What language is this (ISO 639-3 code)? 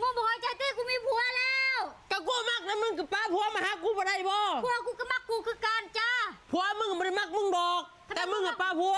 tts